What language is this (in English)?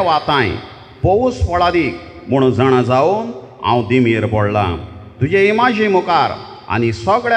Konkani